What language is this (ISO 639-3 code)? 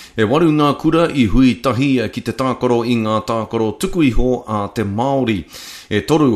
mri